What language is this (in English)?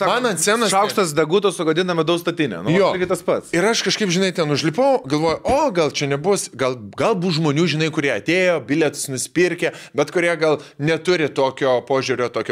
Lithuanian